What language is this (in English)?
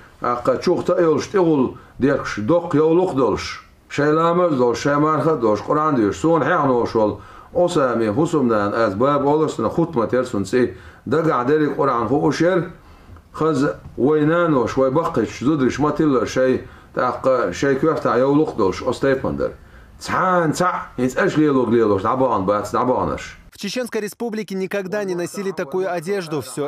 Chechen